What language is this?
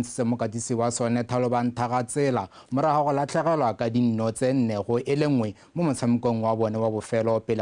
Tswana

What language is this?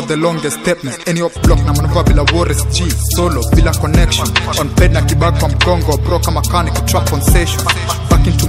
Swahili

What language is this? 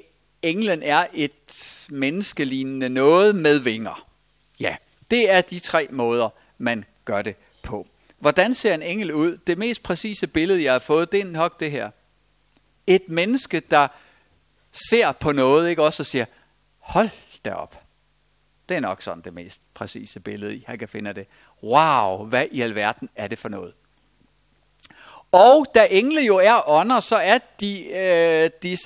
Danish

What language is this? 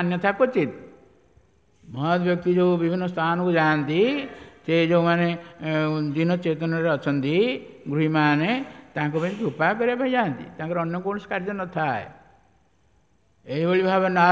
Odia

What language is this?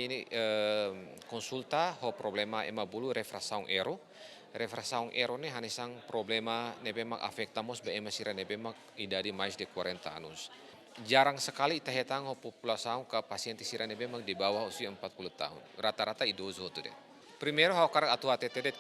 Tetum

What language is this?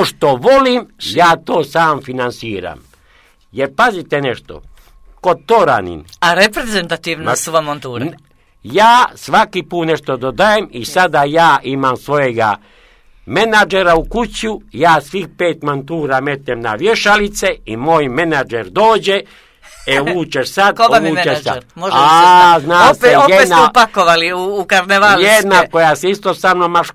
Serbian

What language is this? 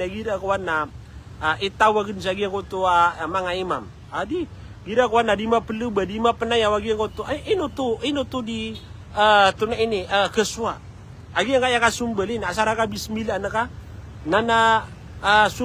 Maranao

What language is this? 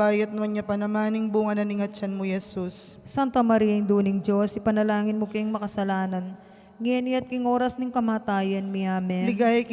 Pampanga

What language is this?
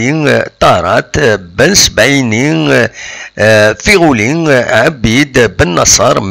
Kabyle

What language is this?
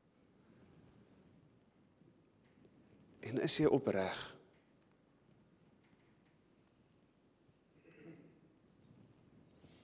Afrikaans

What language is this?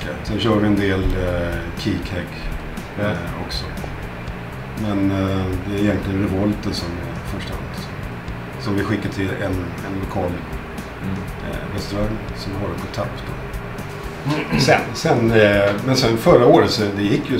Swedish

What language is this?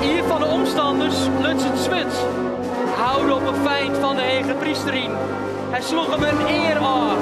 Western Frisian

